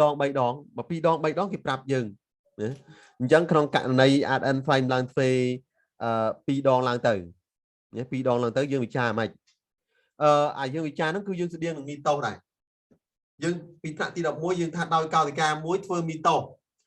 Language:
Khmer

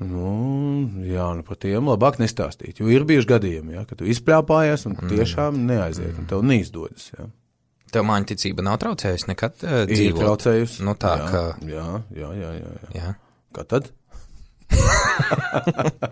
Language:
Latvian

